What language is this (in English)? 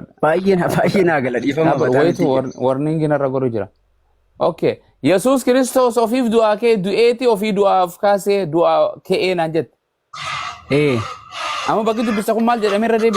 Oromo